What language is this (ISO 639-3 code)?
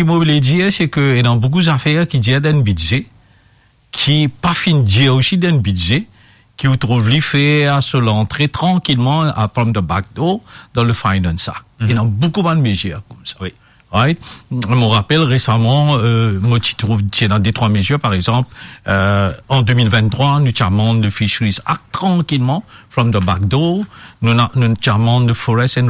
mfe